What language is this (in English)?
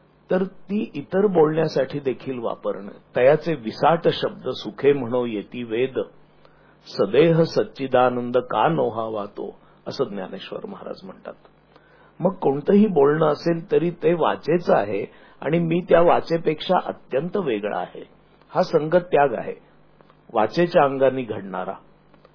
Marathi